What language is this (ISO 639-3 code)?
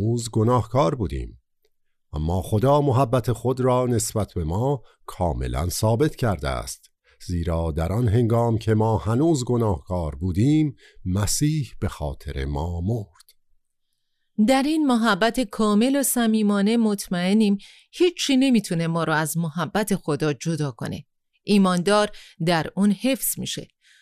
fas